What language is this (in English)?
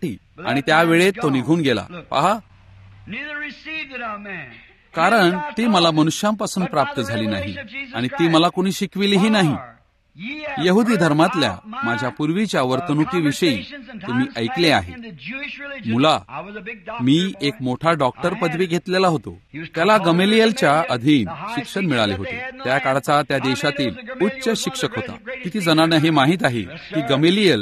Marathi